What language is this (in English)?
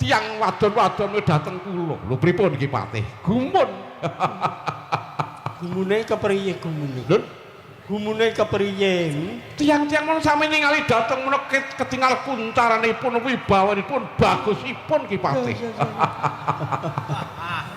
Javanese